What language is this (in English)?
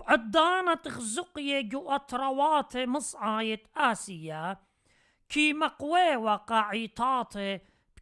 Assyrian Neo-Aramaic